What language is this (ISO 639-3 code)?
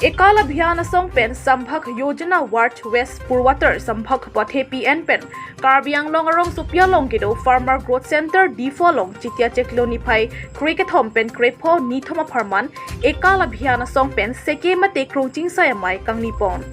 mjw